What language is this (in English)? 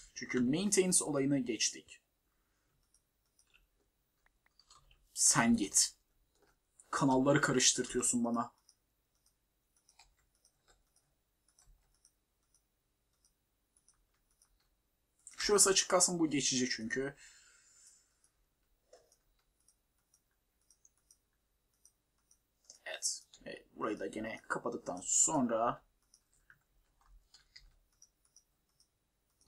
Turkish